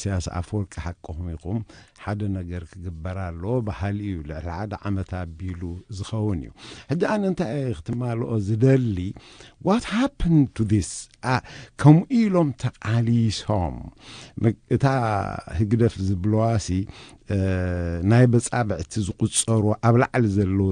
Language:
Tigrinya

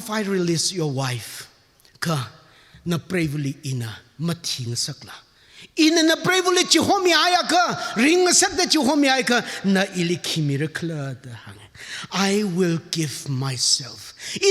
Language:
Tangkhul Naga (India)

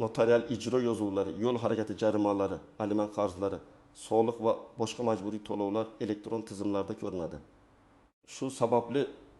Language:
Uzbek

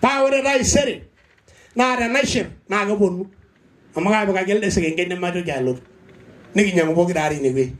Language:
Masai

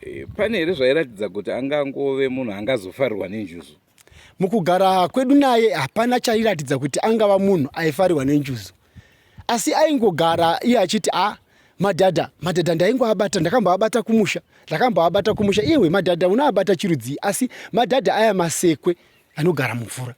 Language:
Shona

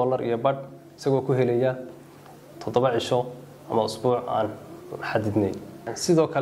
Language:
Somali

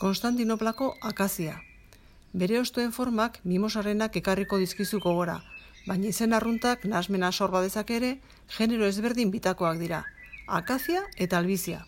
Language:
Basque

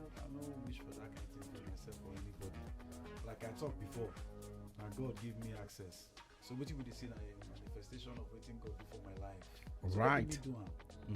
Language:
Nigerian Pidgin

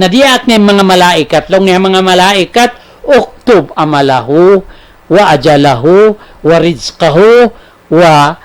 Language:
Tausug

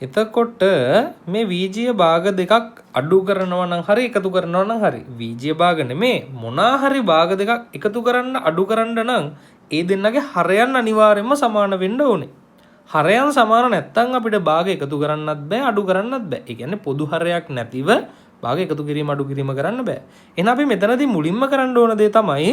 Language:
Sinhala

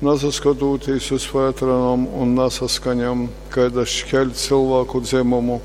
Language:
Latgalian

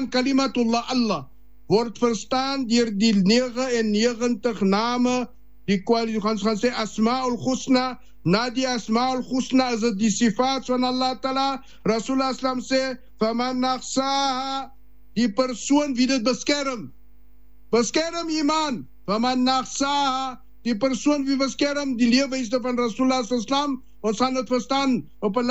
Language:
Afrikaans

